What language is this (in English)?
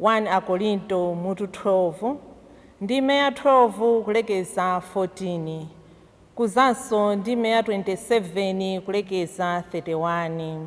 Nyanja